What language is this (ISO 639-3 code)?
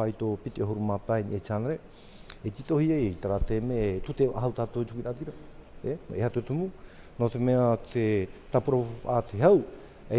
tah